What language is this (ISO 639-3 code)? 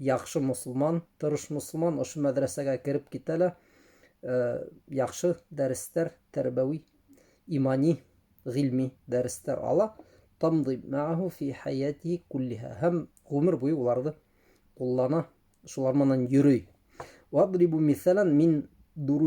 bak